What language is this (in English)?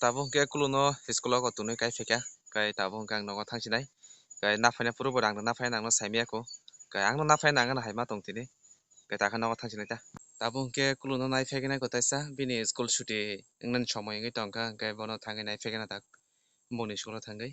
Kok Borok